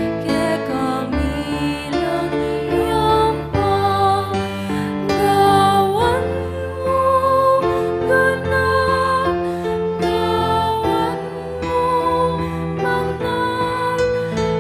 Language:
Pampanga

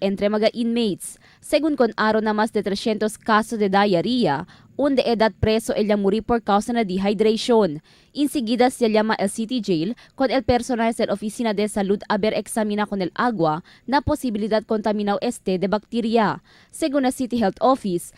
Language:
Chavacano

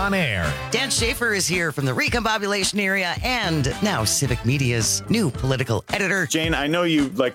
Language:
English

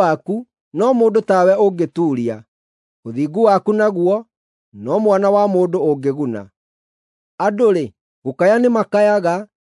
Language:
Kikuyu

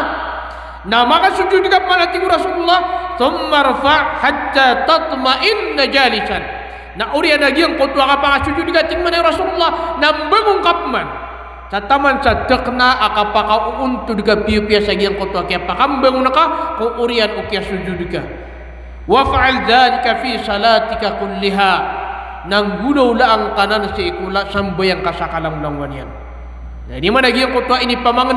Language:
Maranao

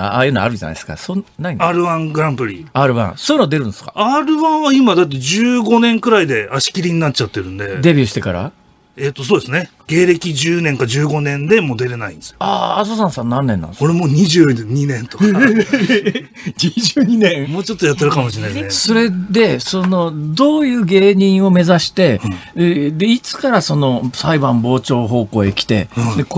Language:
Japanese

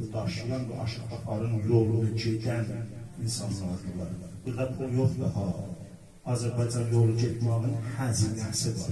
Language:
South Azerbaijani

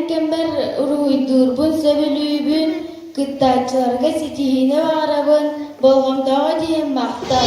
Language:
Yakut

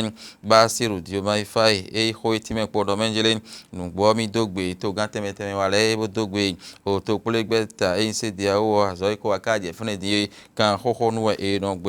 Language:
Fon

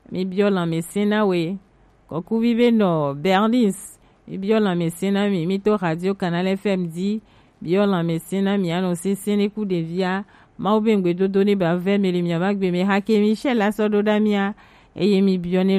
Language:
Gen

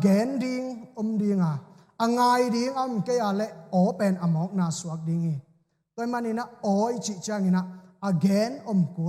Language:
Tedim Chin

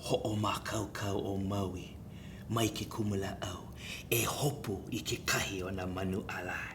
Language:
Hawaiian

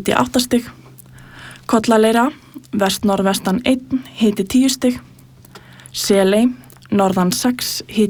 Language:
Icelandic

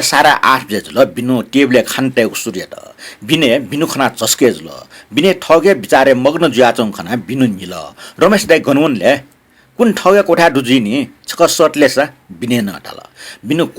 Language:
Newari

